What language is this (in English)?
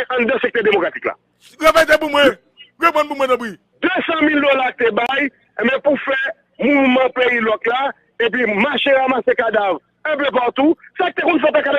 Haitian Creole